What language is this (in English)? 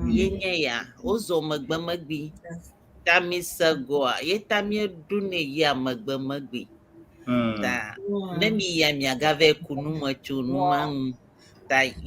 Ewe